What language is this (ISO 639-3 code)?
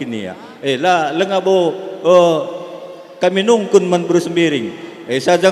btx